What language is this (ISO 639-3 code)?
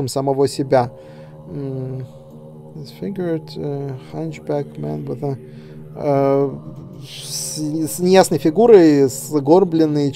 rus